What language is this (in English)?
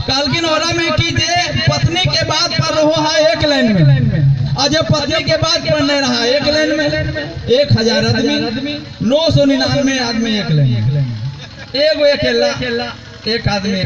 Magahi